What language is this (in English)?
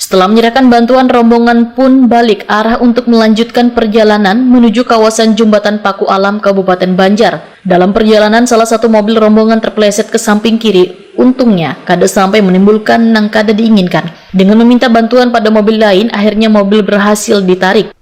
Banjar